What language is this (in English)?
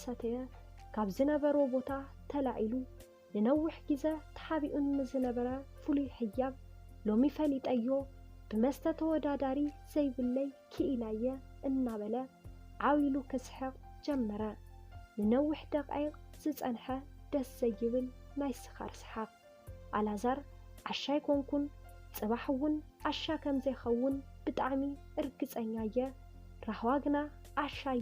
Tigrinya